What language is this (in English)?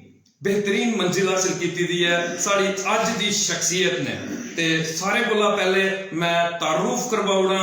Dogri